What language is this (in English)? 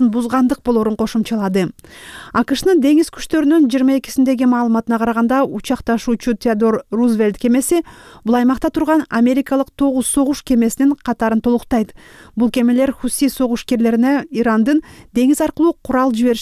Kyrgyz